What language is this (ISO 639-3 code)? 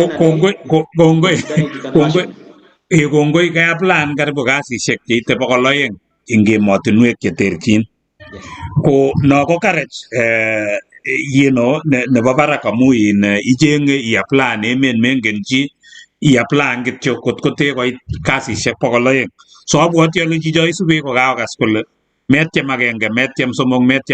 kln